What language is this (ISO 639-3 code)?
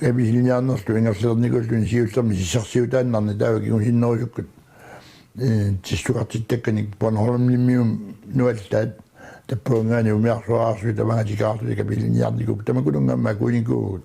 kal